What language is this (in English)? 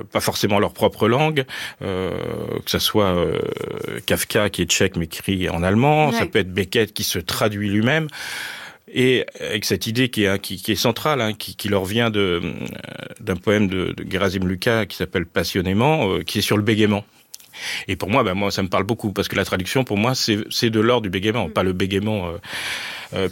French